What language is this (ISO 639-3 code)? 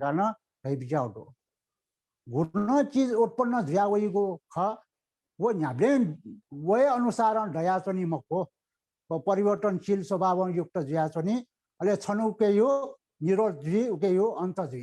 new